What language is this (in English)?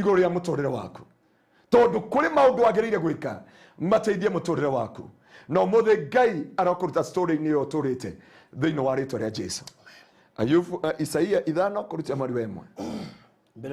Kikuyu